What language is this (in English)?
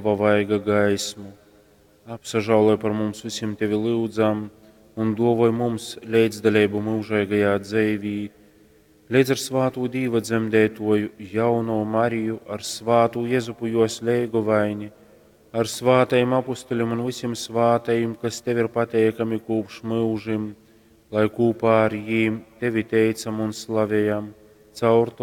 Latgalian